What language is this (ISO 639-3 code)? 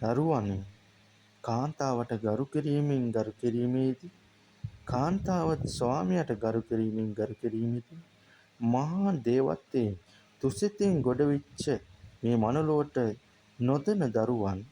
sin